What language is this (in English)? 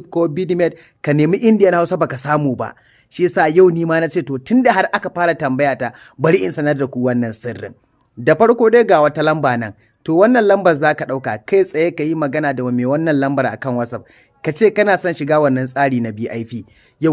Hausa